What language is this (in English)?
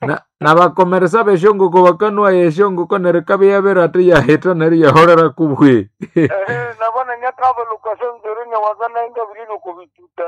Nande